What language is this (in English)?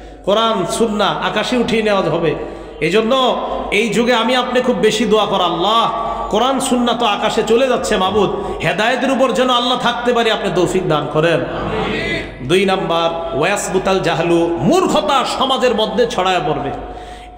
Bangla